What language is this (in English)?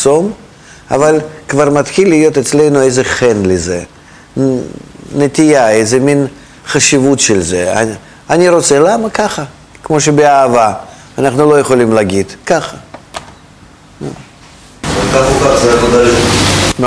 Hebrew